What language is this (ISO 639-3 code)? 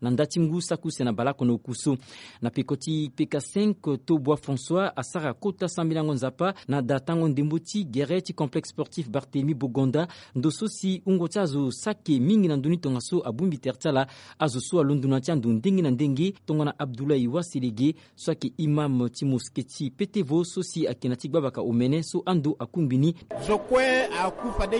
sag